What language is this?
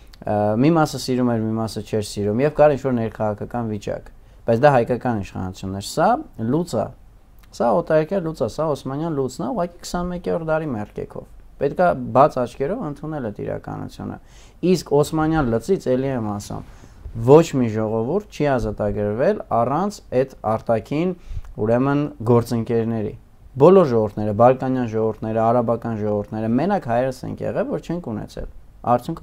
Armenian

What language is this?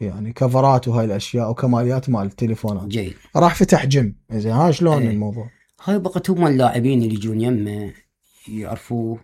Mesopotamian Arabic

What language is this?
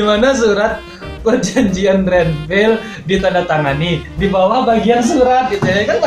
Minangkabau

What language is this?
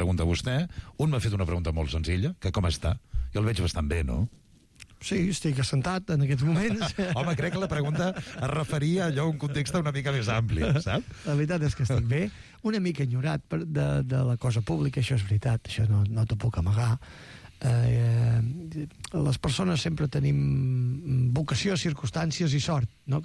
Catalan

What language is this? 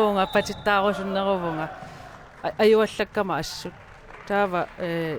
Kalaallisut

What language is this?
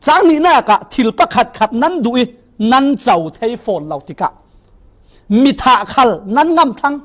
Falam Chin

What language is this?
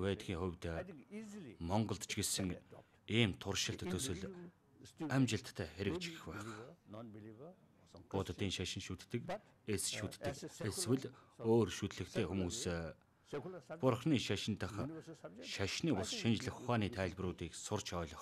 Mongolian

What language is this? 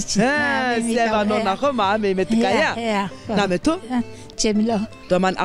Zaza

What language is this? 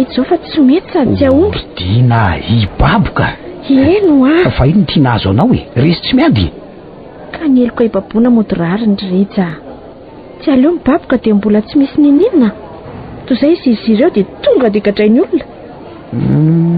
Malagasy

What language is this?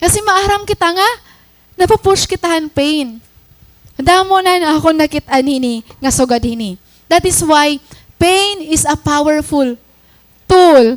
Waray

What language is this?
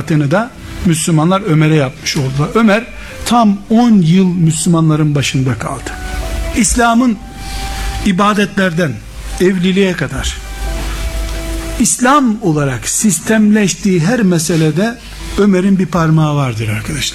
Turkish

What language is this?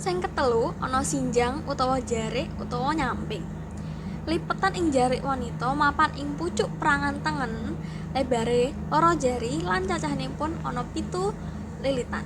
Javanese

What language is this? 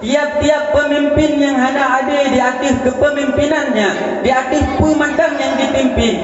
Achinese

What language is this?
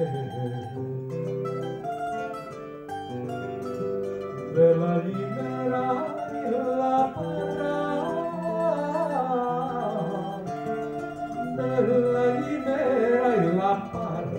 Catalan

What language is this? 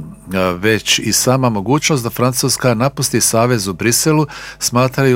Bosnian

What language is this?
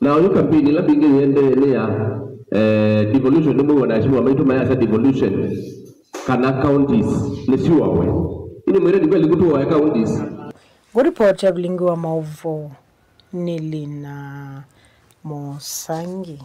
Kamba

